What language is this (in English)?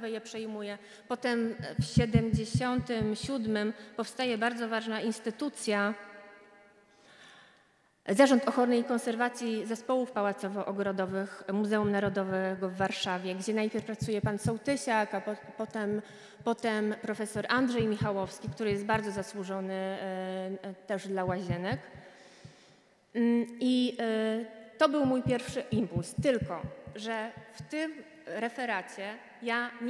Polish